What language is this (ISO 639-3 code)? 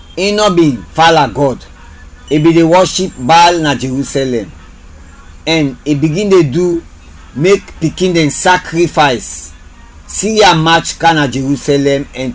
kri